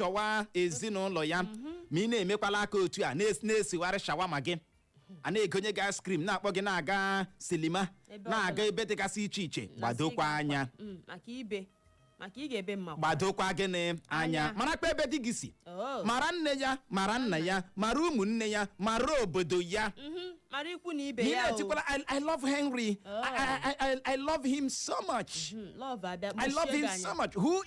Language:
Igbo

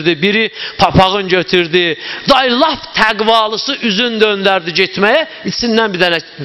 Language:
Azerbaijani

